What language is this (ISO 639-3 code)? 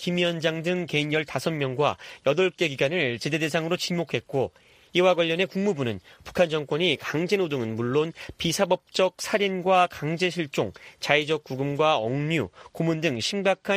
kor